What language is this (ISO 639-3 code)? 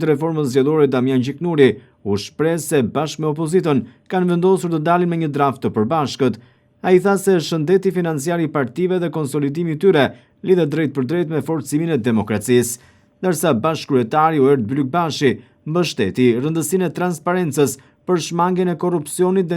sqi